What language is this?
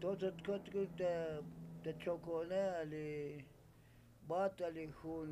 Tzotzil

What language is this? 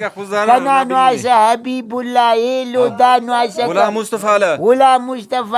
Brahui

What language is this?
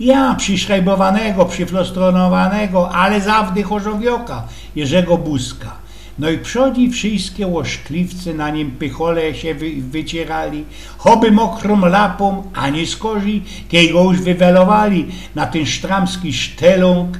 Silesian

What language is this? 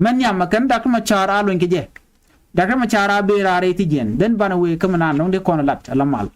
Nuer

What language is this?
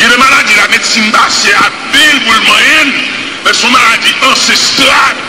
Haitian Creole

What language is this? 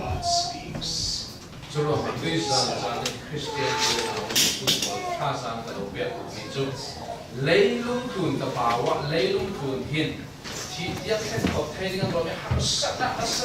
Falam Chin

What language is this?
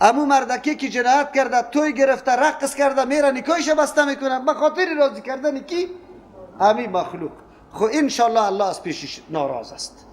Persian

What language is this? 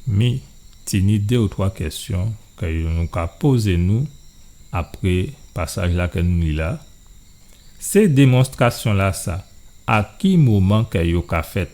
Guadeloupean Creole French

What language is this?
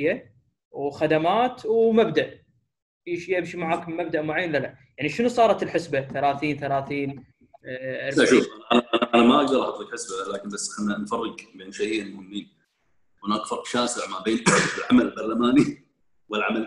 Gulf Arabic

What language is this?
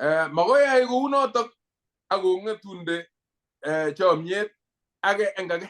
Kalenjin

